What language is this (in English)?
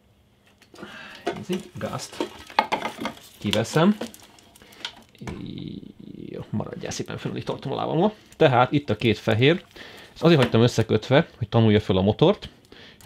Hungarian